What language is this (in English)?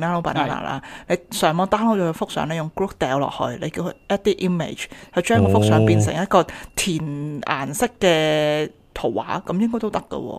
Cantonese